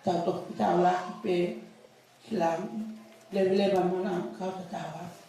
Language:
Tongan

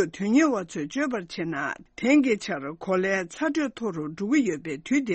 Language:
Tibetan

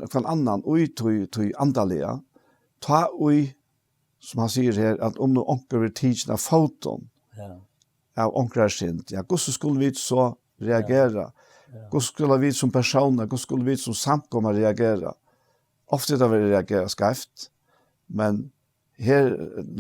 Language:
Faroese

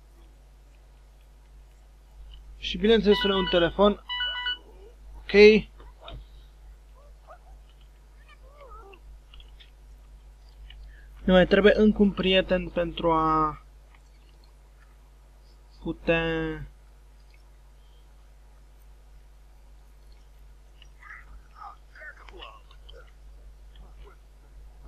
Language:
Romanian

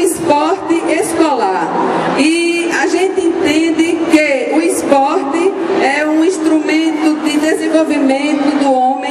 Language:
Portuguese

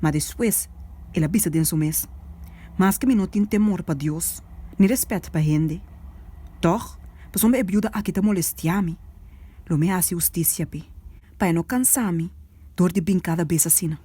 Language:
Papiamento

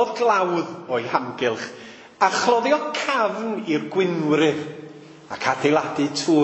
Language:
Welsh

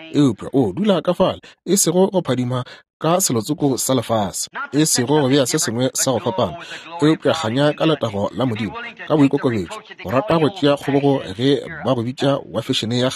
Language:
Northern Sotho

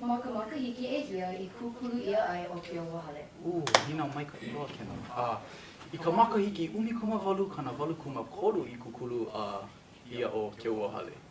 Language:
Hawaiian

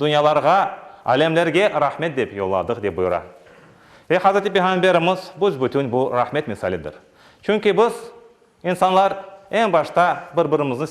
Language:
Crimean Tatar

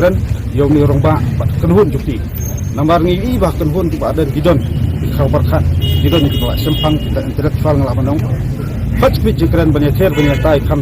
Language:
Khasi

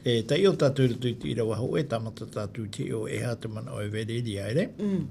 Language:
Tahitian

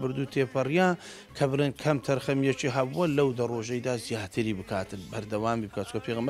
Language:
Central Kurdish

